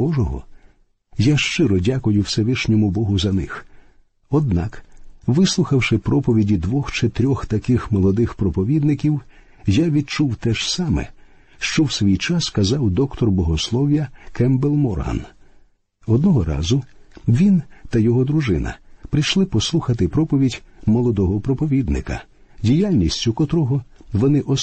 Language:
Ukrainian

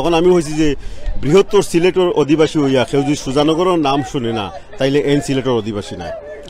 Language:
Sylheti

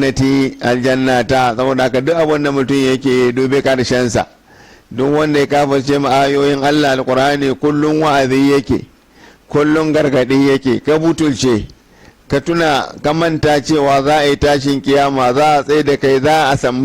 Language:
Hausa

